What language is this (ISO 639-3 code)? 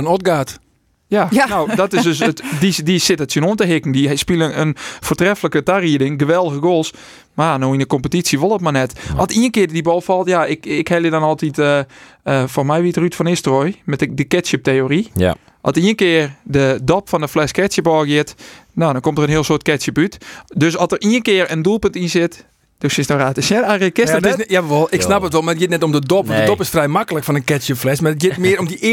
fry